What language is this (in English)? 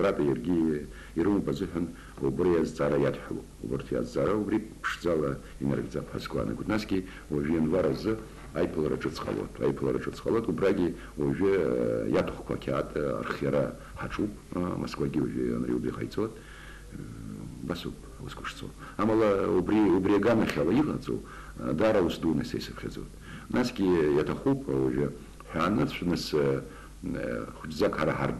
Abkhazian